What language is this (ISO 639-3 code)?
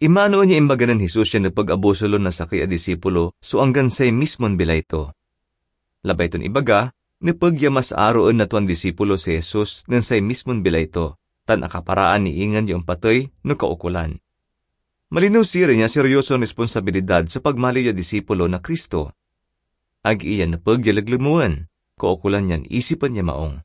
pag